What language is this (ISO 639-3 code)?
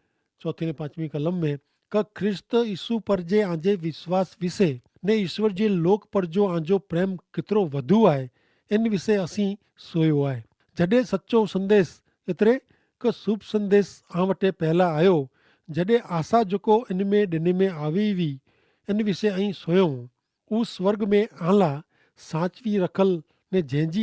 kfr